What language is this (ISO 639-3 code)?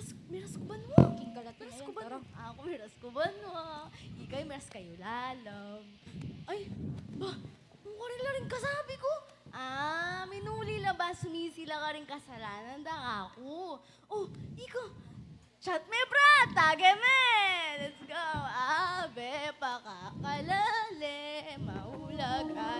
pam